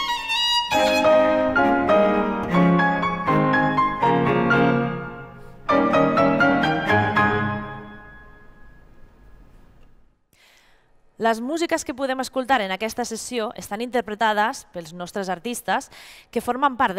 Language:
Catalan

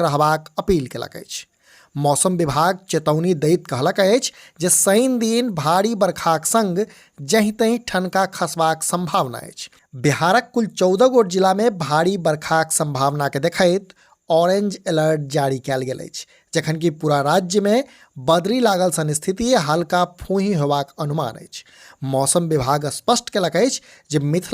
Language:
Maithili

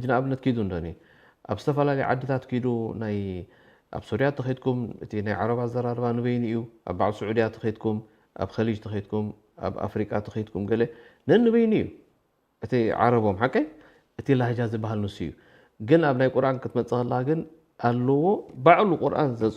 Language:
Tigrinya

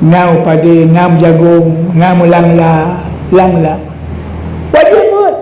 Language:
Achinese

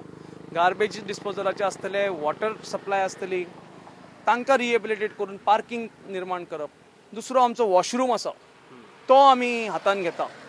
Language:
Konkani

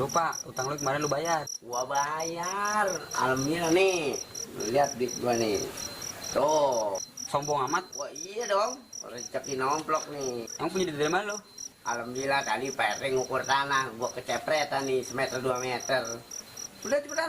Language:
Betawi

